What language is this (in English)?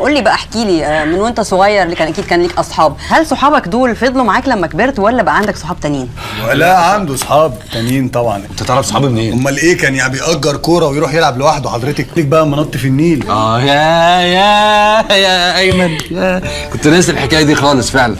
Egyptian Arabic